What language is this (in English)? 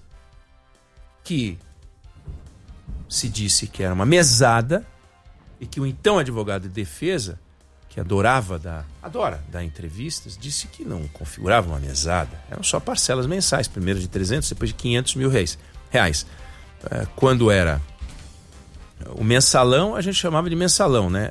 Portuguese